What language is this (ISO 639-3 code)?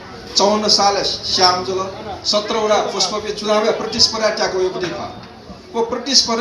new